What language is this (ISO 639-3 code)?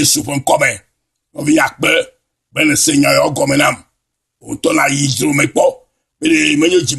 ewe